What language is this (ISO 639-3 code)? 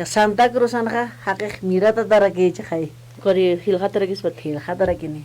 aym